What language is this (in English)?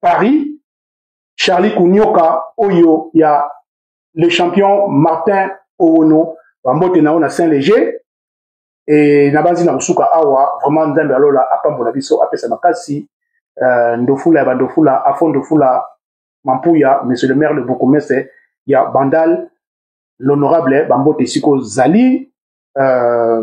Lingala